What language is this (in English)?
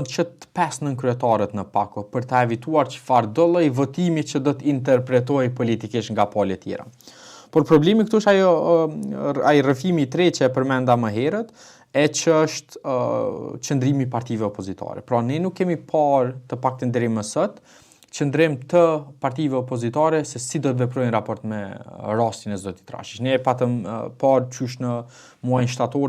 Albanian